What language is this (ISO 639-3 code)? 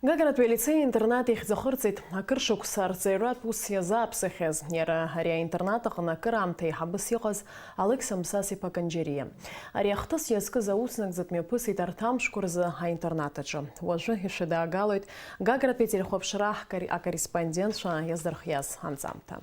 abk